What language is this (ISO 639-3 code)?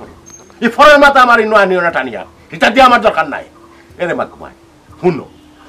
syl